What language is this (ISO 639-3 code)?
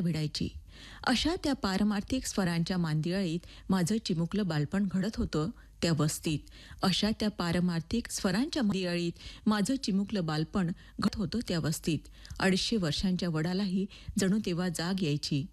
mar